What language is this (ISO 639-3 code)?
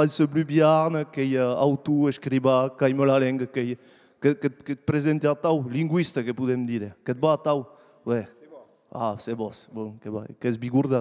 oci